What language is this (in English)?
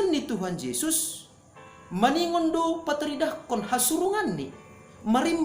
Batak Simalungun